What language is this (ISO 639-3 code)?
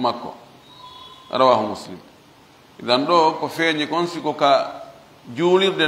ful